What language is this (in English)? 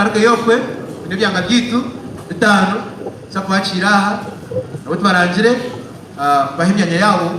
Nyankole